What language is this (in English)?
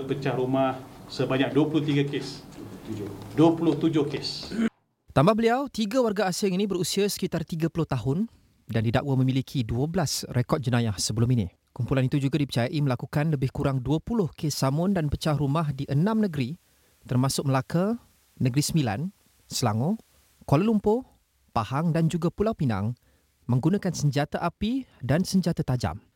Malay